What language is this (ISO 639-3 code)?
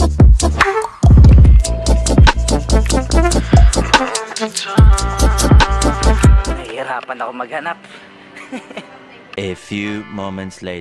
fil